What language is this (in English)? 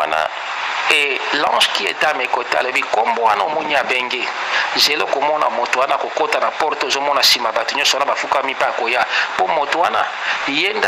Lingala